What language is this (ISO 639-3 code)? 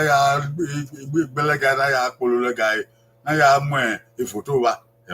bin